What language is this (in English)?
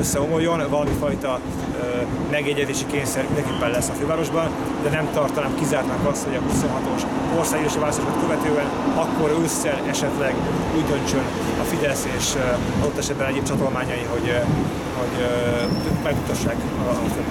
Hungarian